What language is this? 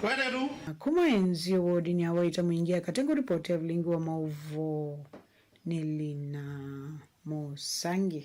Kamba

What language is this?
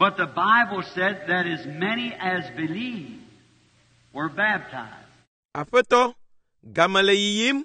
Ewe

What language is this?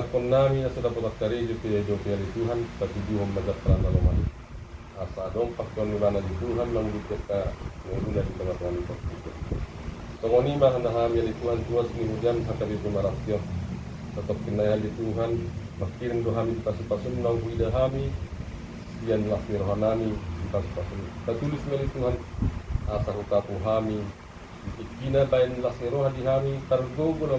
Batak Toba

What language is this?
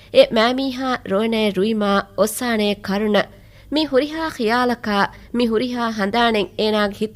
Divehi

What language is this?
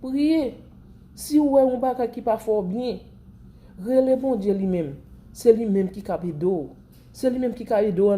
Haitian Creole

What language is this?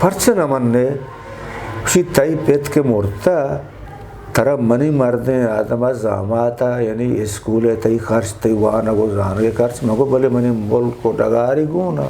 Eastern Balochi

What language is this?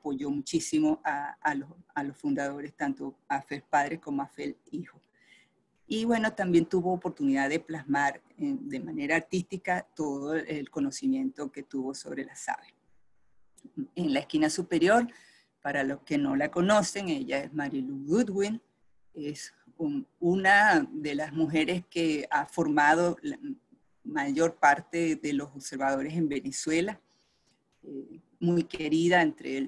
Spanish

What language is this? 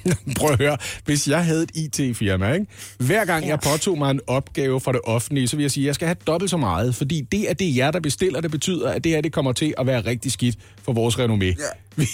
Danish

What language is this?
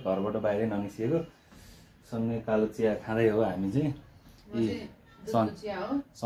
Nepali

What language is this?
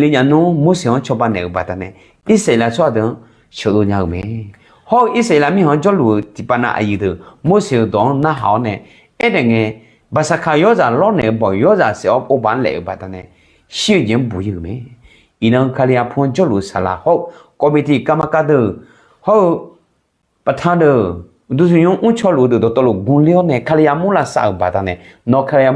Akha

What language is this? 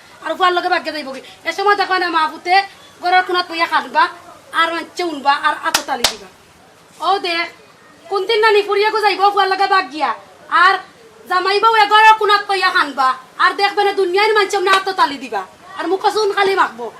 Sylheti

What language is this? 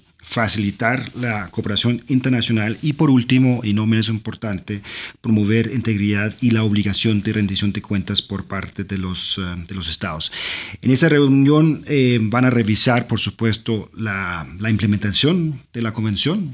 Spanish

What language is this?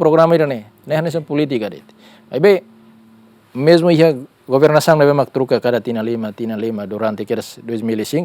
Tetum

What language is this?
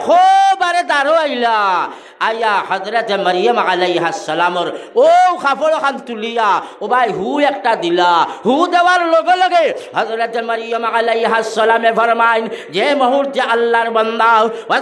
Sylheti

